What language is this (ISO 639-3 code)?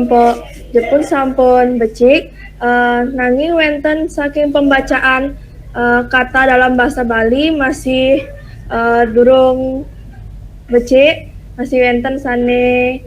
ban